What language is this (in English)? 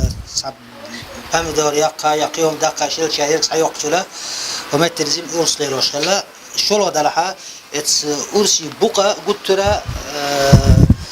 Chechen